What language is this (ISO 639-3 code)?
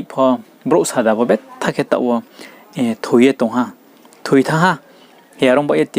ria